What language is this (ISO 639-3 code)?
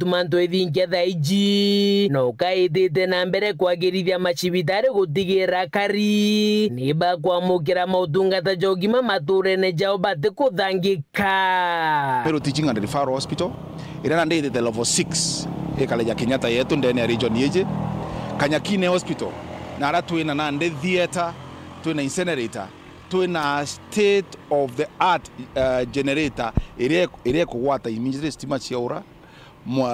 mer